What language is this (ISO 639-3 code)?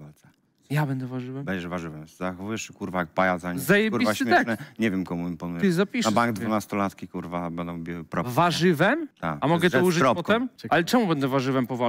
pol